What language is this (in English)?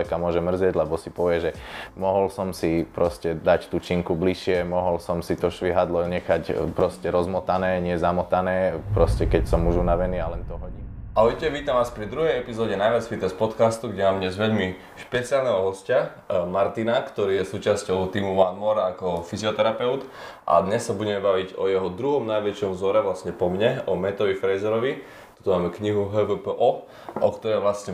Slovak